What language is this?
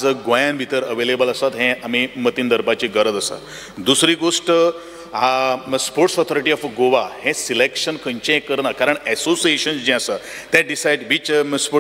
Konkani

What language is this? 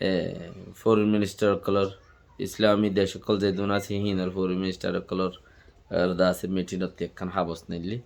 Rohingya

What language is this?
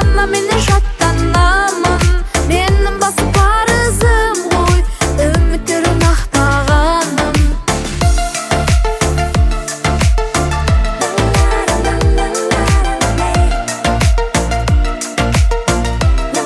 Kazakh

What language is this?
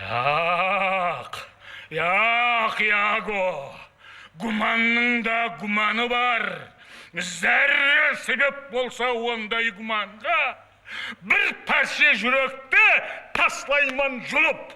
Kara-Kalpak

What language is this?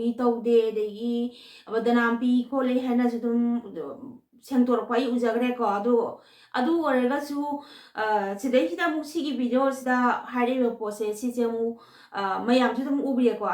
Manipuri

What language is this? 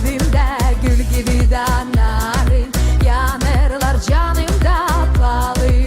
Gagauz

